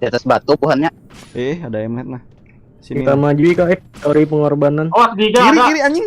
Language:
Banjar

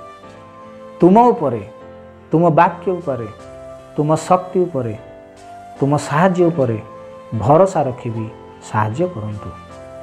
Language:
Odia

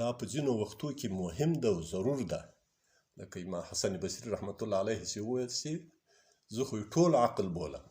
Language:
Pashto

